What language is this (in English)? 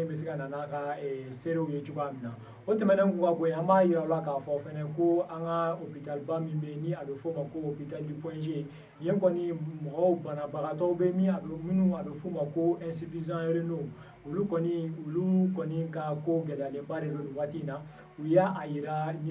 Bambara